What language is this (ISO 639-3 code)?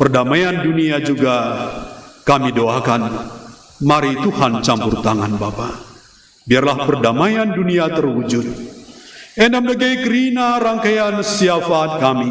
btx